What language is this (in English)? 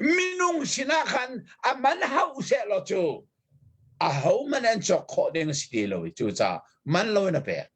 Hakha Chin